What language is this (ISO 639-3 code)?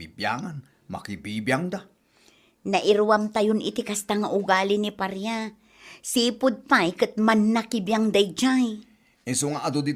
ilo